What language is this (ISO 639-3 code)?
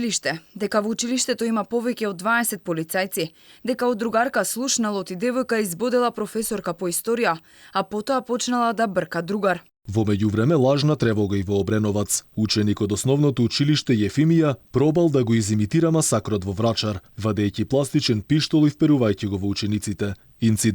mkd